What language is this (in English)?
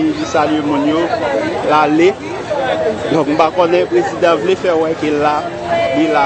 Haitian Creole